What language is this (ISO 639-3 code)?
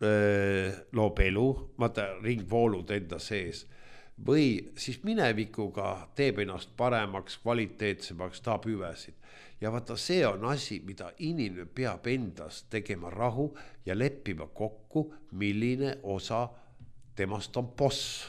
est